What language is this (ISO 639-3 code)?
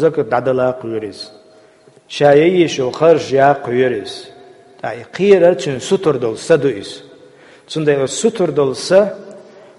che